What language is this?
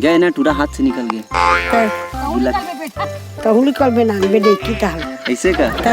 Chhattisgarhi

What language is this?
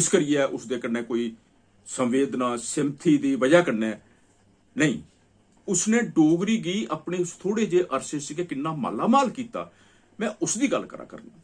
Dogri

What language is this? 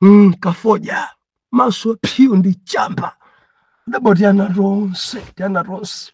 Nyanja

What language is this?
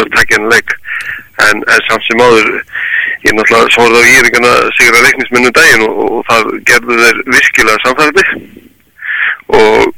Icelandic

